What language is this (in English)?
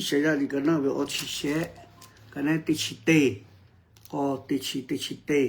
Lahu